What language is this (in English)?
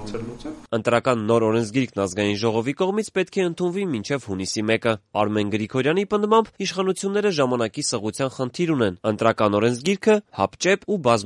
Armenian